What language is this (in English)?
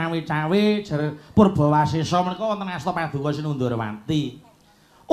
Javanese